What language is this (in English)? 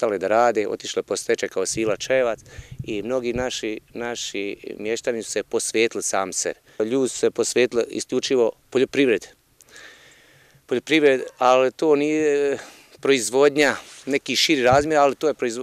Bosnian